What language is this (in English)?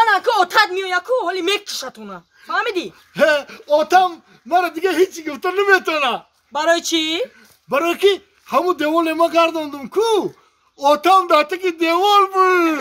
Tajik